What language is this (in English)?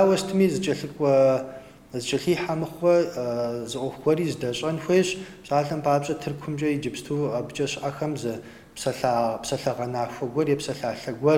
Kabardian